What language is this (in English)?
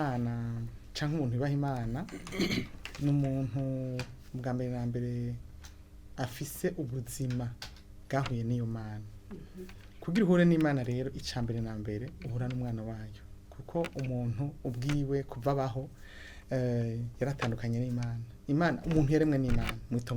Rundi